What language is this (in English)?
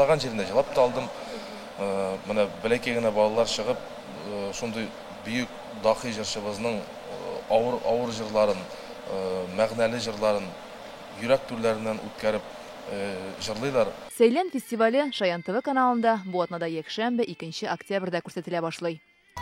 Tatar